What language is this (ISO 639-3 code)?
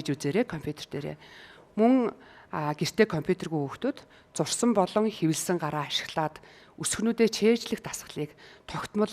mon